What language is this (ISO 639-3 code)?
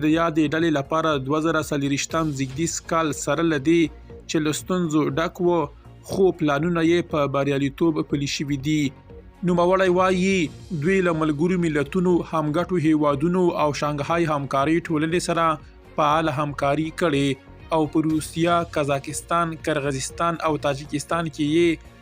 pus